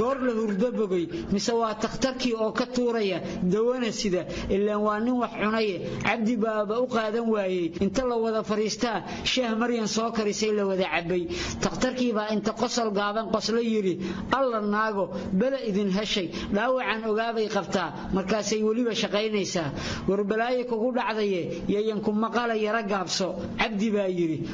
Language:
Somali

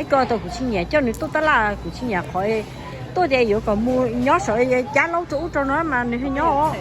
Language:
Hmong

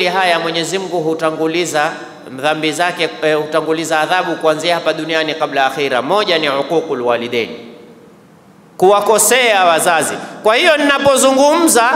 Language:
Swahili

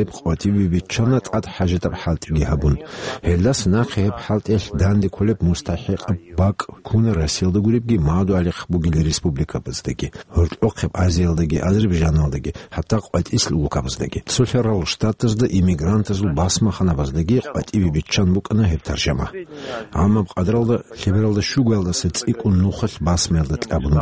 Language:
Avaric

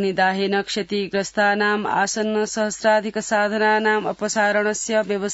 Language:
Sanskrit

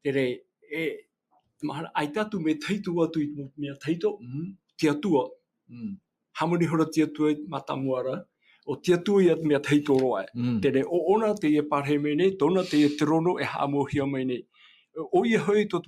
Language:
Tahitian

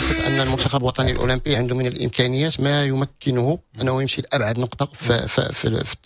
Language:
Moroccan Arabic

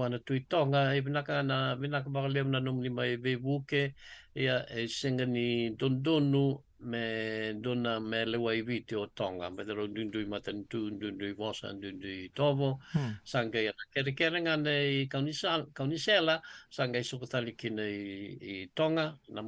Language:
Fijian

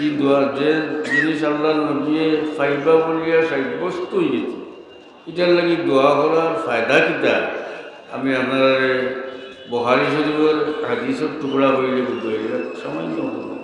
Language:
Sylheti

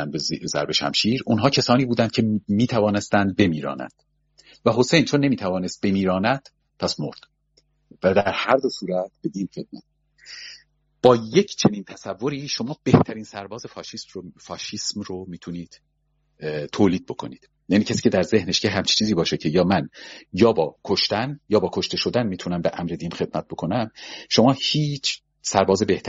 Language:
Persian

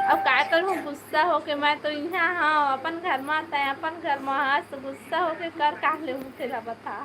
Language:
Chhattisgarhi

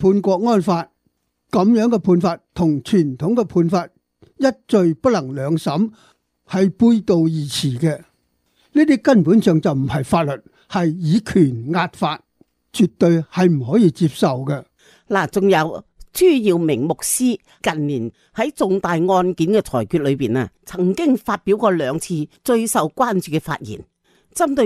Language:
Cantonese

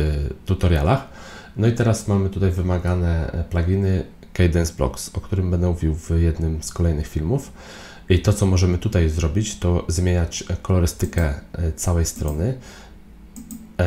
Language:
Polish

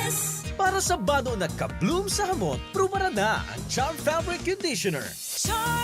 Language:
Bikol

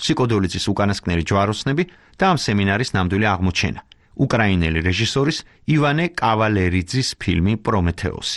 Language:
Georgian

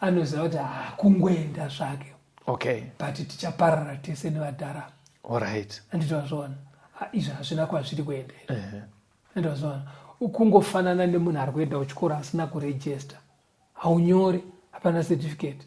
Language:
Shona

